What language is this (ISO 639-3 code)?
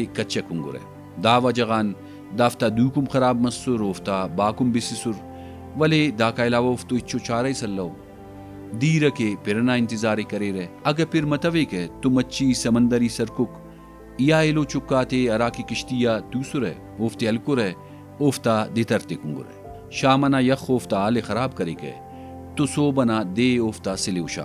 brh